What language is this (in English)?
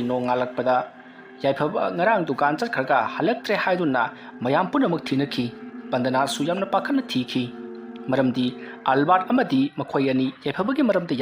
Manipuri